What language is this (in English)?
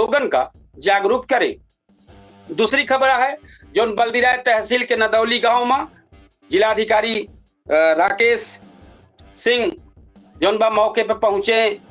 Awadhi